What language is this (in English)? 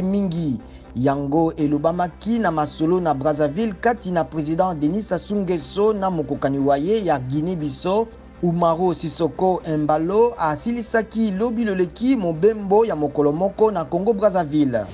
Lingala